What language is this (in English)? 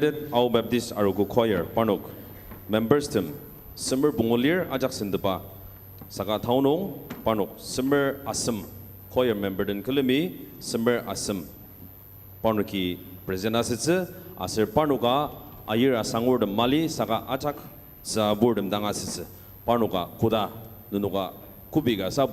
Ao Naga